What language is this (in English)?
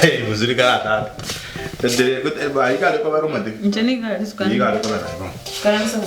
Gusii